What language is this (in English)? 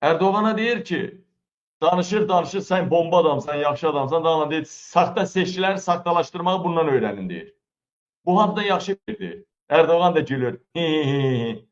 Azerbaijani